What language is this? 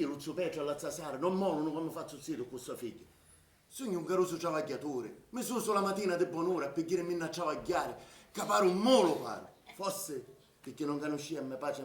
Sicilian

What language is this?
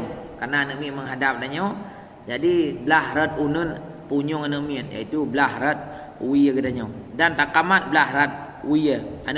Achinese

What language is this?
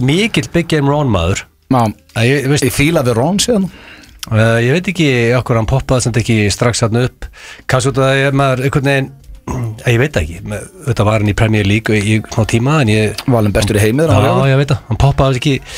Icelandic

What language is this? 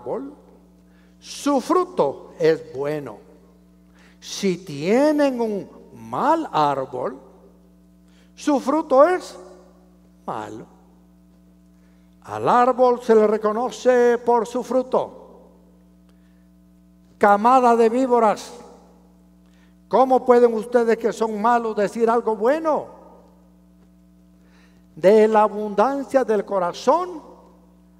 Spanish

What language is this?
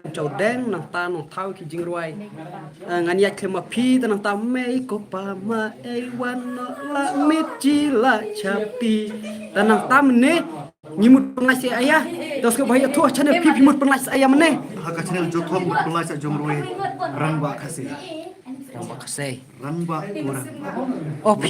Khasi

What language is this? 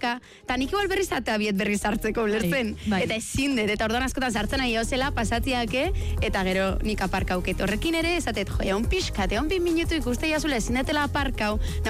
Basque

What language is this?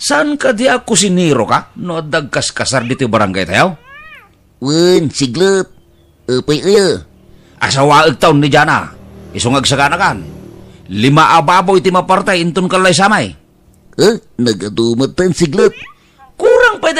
Iloko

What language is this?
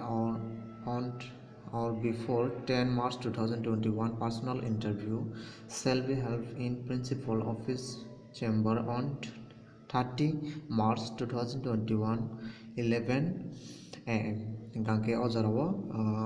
Kok Borok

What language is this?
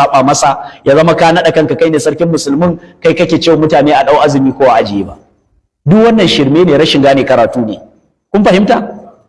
Hausa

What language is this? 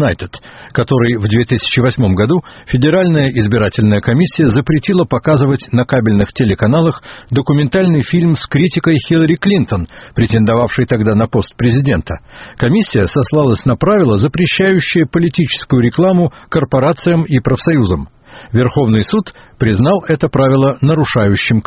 Russian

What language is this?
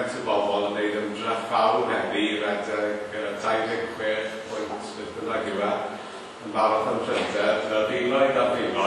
Welsh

